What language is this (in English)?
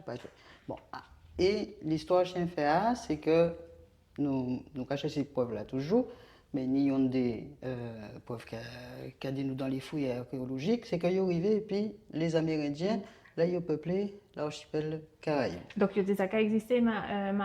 Guadeloupean Creole French